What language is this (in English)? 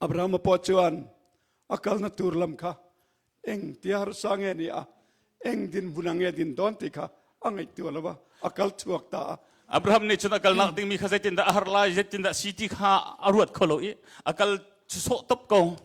Hakha Chin